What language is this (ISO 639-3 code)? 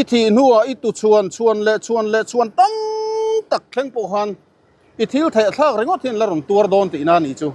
lus